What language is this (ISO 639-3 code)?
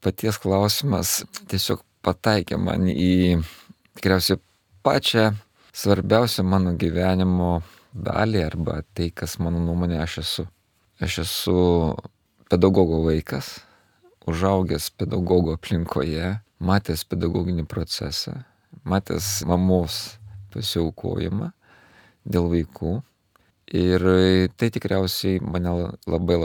lit